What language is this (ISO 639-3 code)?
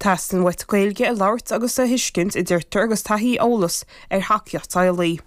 gle